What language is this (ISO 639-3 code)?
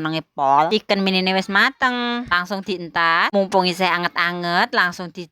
jav